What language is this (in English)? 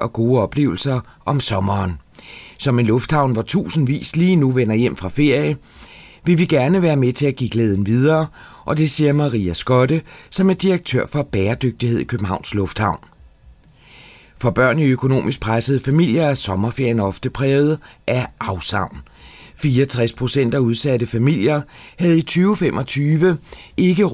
Danish